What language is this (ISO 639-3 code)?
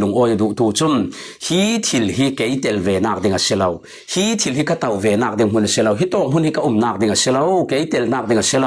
cfm